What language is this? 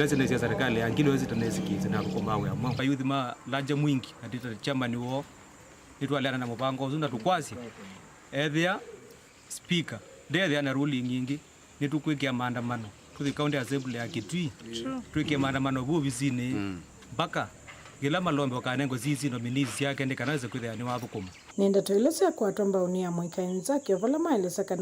Kamba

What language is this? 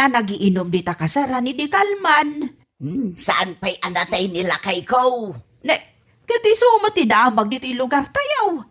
Iloko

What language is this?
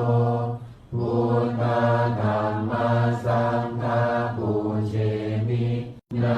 Pali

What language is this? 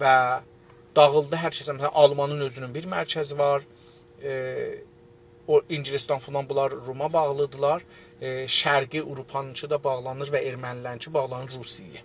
South Azerbaijani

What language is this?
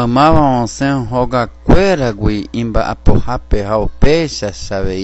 Guarani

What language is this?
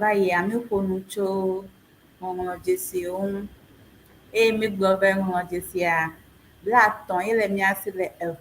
Ewe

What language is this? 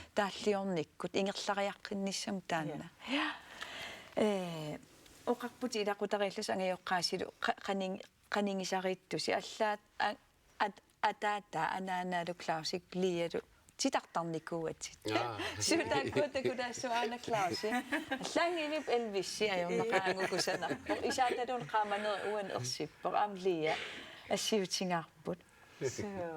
Kalaallisut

